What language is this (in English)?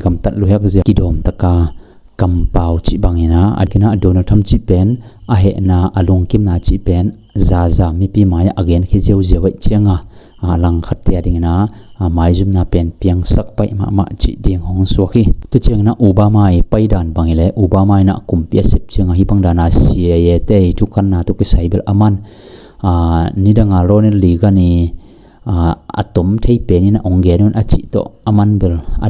Tedim Chin